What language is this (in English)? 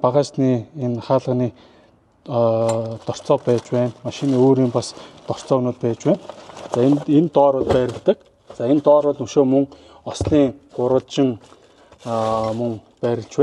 Mongolian